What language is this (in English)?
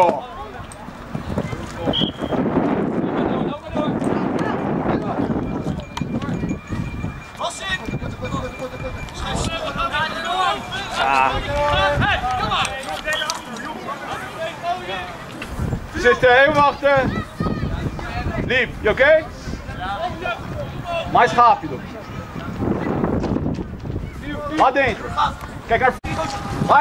Dutch